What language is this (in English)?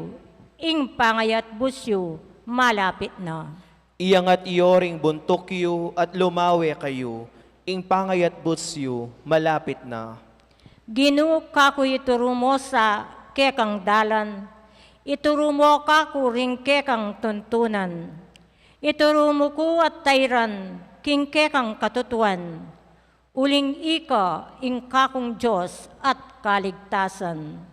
Pampanga